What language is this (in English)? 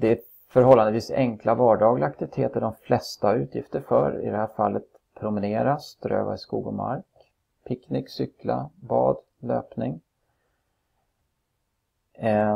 Swedish